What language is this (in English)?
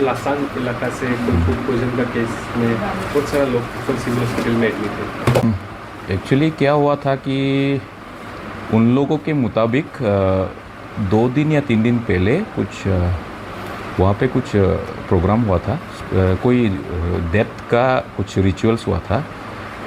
Hmar